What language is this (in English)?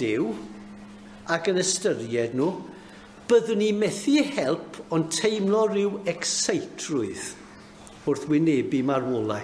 Welsh